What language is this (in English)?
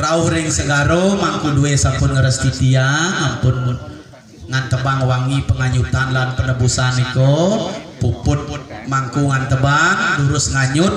Balinese